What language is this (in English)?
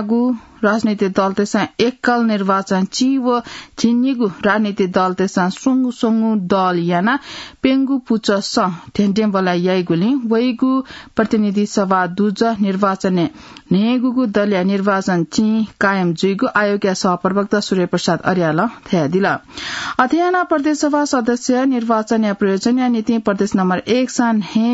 Newari